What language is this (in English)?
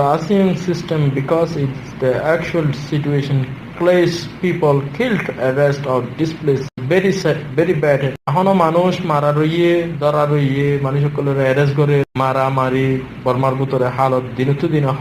Rohingya